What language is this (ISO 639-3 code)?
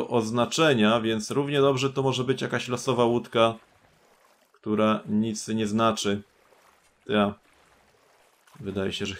pol